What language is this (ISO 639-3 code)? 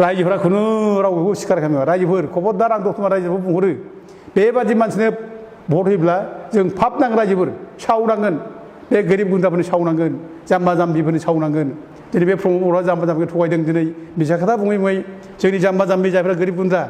brx